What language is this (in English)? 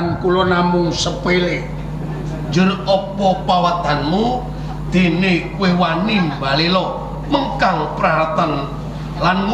Javanese